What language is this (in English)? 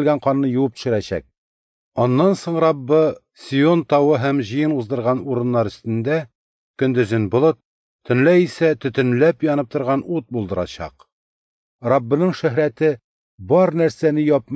Tatar